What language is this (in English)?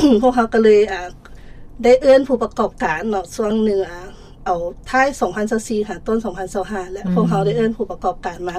Lao